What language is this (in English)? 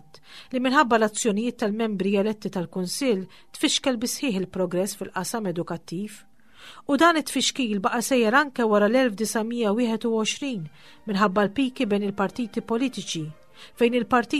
Maltese